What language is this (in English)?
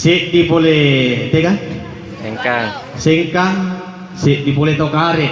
Buginese